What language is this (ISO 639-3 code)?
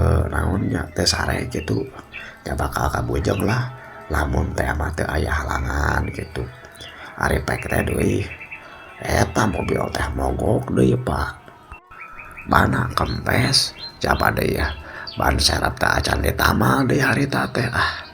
sun